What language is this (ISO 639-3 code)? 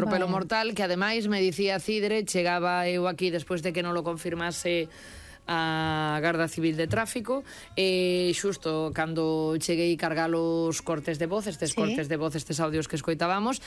glg